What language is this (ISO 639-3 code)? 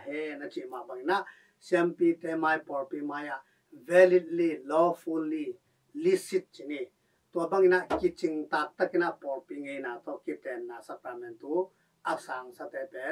ctd